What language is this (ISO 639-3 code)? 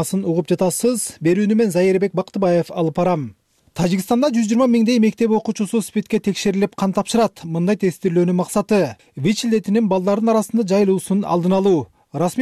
kir